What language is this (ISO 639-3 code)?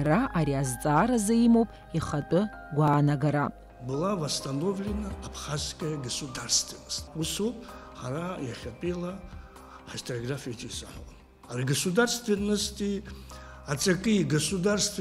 abk